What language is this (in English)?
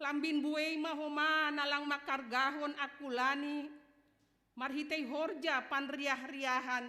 Batak Simalungun